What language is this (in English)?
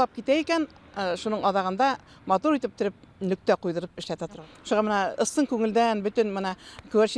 Bashkir